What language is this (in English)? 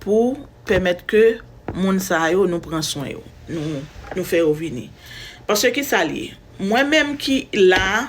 Haitian Creole